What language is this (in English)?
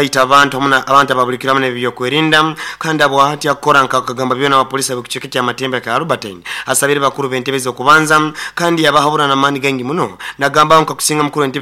Nyoro